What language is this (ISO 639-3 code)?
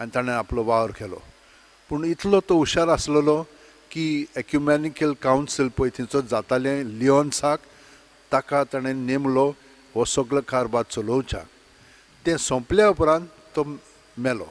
kok